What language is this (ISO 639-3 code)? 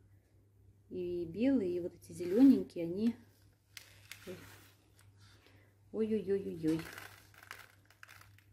rus